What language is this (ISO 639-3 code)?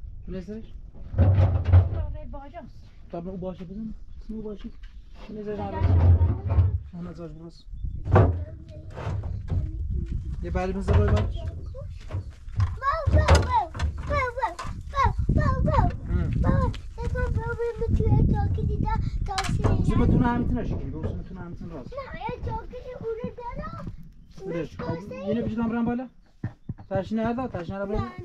fas